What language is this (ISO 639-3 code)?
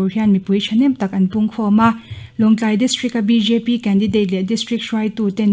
lus